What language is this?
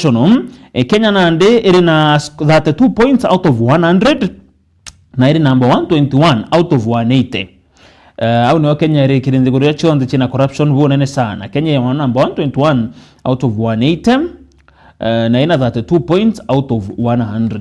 Meru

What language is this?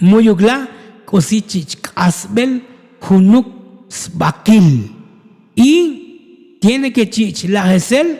Tzotzil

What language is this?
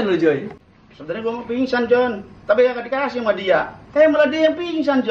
Betawi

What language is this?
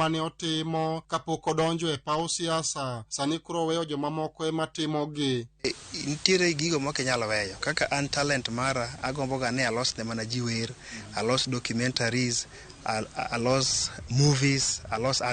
Luo (Kenya and Tanzania)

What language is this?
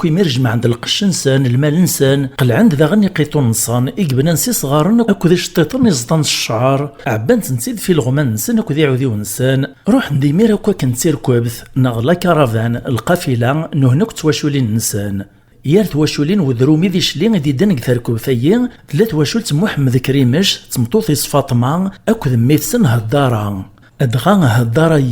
Kabyle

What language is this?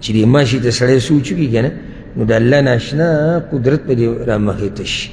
Pashto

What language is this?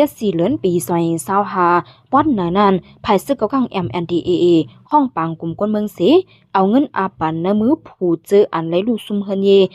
Shan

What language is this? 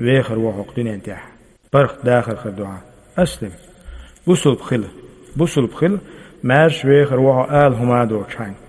Chechen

